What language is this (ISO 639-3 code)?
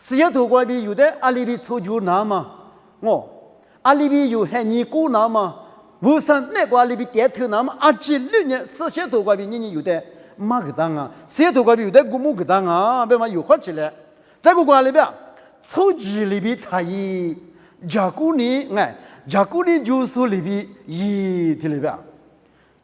lis